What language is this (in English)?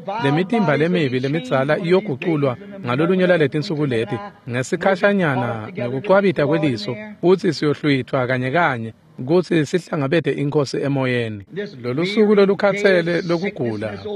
Swati